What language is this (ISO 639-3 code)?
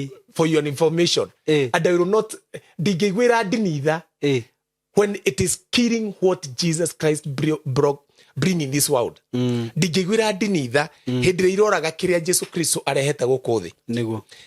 kik